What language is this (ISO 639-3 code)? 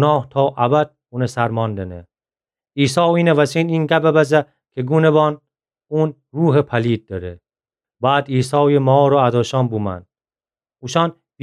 glk